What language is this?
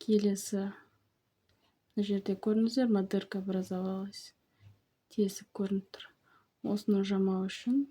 Kazakh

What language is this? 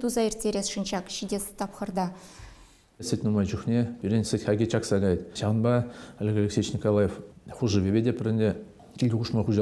Chuvash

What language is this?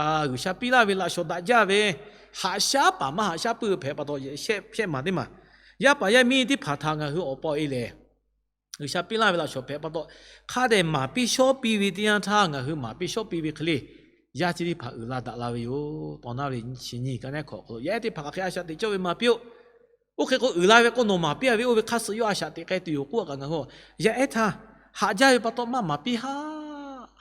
Lahu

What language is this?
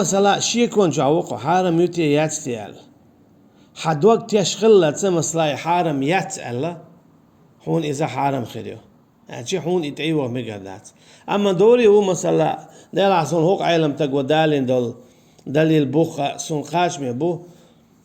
Chechen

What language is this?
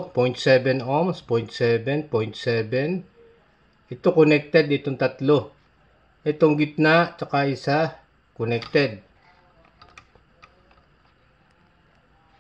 Filipino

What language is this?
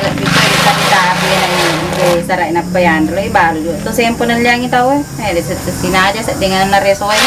Buginese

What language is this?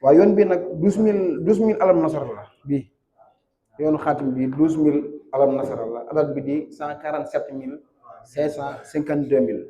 Wolof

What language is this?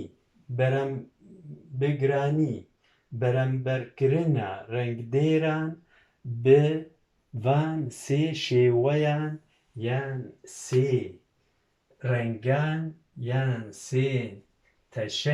Kurdish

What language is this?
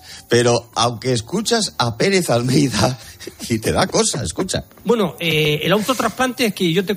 Spanish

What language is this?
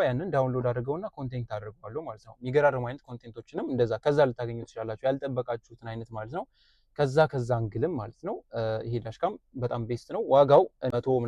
Amharic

